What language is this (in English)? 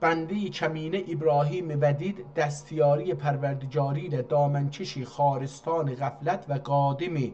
South Azerbaijani